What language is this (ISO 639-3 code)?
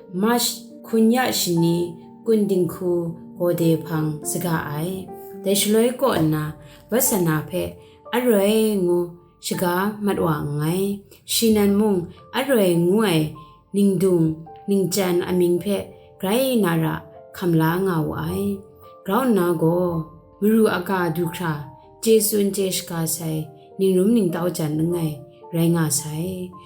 kac